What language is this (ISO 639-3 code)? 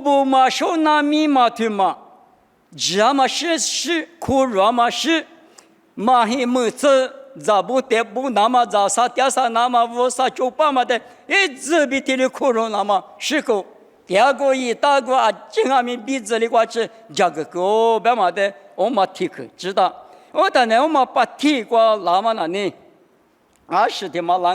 lis